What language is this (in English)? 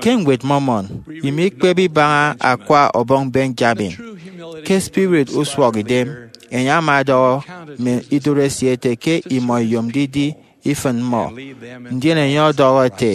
Efik